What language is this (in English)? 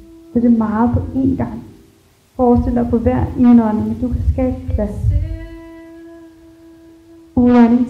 Danish